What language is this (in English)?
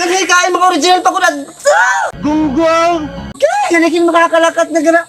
Waray